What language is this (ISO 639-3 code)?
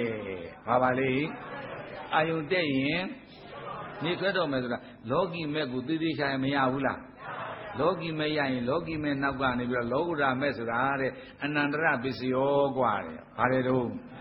mya